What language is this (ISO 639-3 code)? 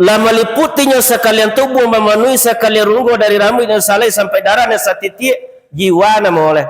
min